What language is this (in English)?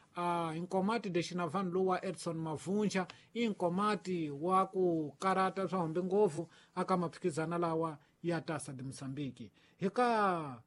Tsonga